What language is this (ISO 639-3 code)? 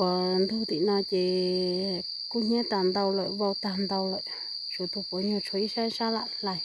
hmn